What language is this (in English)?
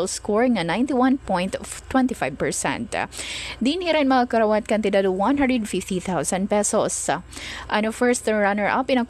Waray